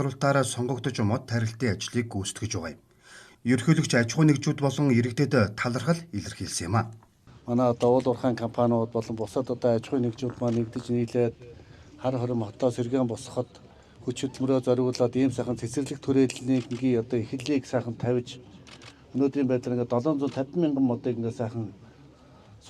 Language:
Mongolian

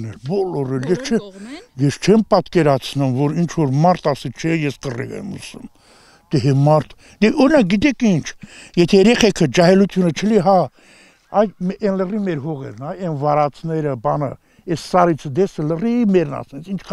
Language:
Armenian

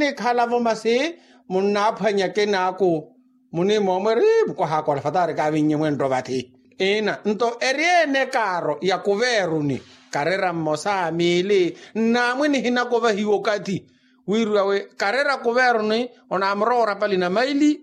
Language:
Makhuwa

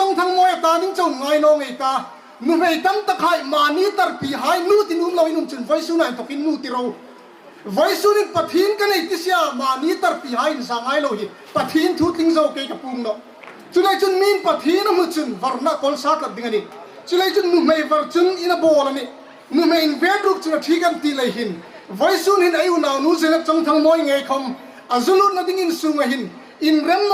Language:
Hmar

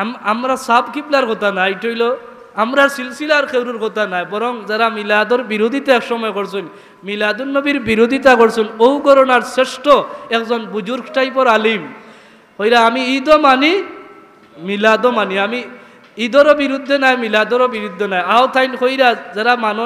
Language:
Sylheti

